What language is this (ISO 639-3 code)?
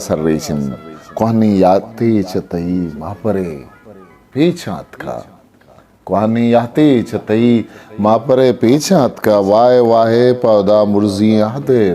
bgp